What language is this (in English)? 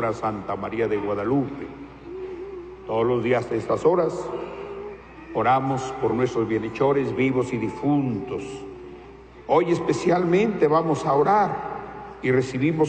Spanish